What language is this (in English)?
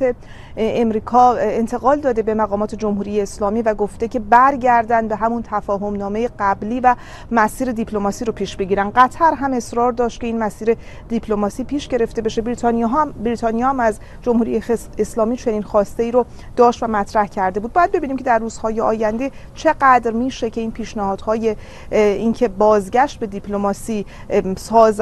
Persian